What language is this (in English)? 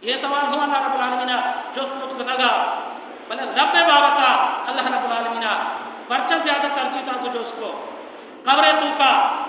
Baluchi